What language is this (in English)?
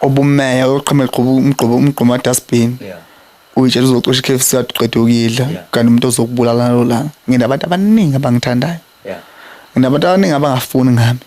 Zulu